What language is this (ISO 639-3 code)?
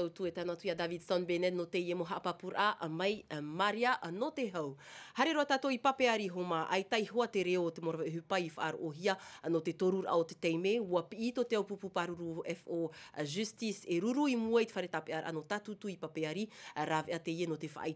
tah